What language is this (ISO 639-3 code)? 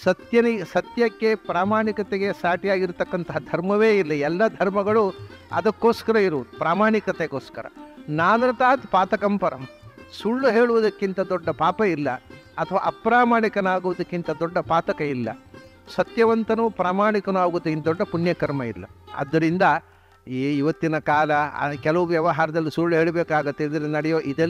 kan